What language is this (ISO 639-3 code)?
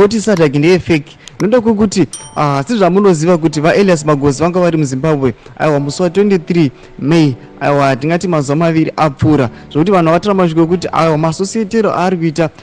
sna